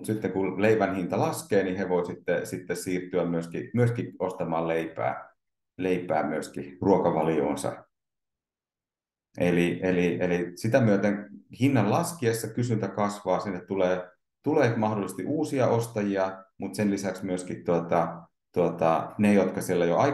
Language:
Finnish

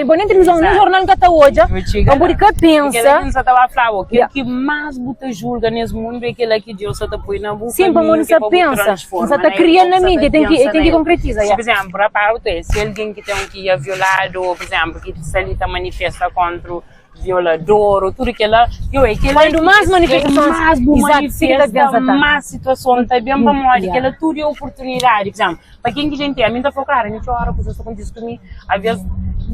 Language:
Kabuverdianu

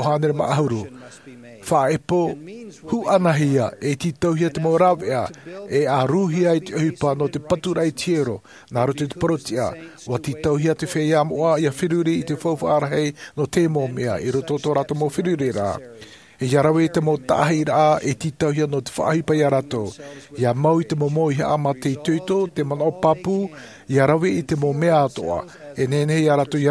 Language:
Tahitian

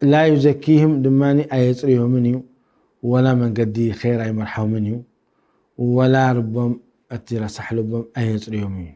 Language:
Tigrinya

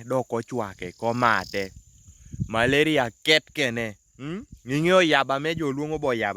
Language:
Kumam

